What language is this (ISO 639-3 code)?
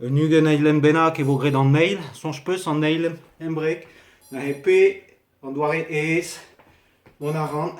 bre